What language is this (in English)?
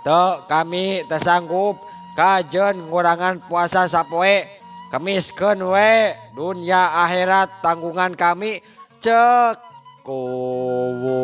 Sundanese